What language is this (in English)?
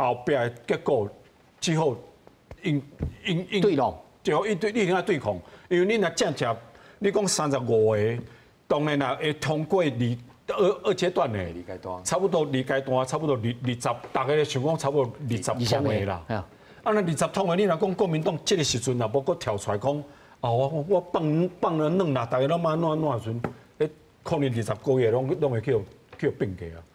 Min Nan Chinese